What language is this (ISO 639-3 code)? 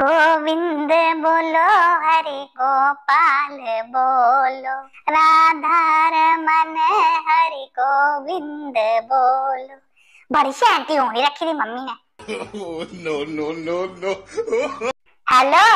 doi